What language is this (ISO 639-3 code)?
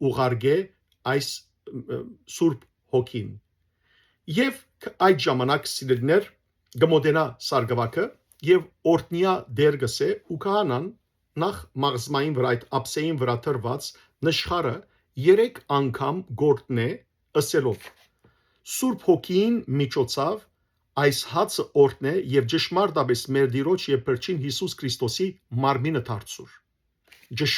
hyw